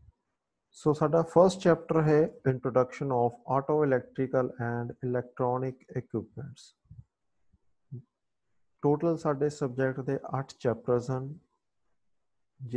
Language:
Punjabi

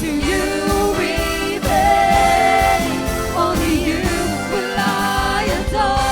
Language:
Waray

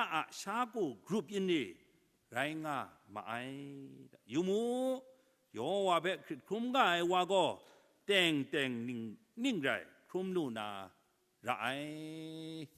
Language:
Kachin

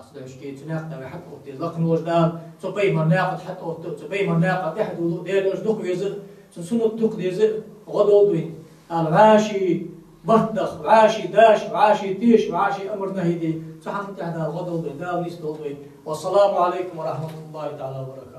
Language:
Ingush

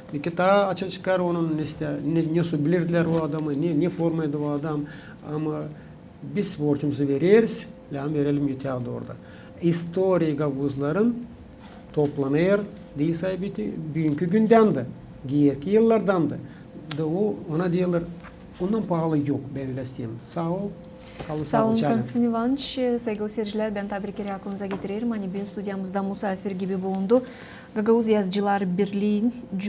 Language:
Gagauz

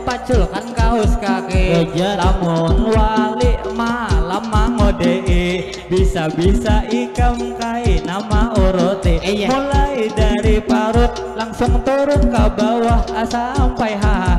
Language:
Banjar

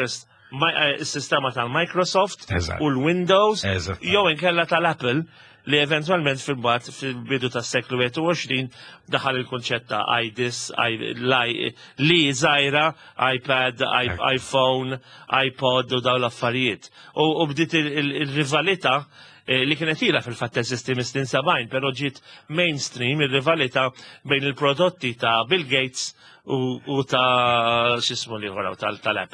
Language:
Maltese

